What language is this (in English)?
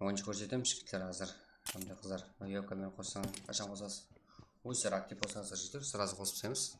Kara-Kalpak